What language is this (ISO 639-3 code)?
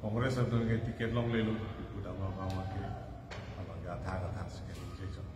mjw